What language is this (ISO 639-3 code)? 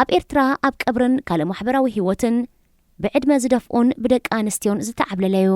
tir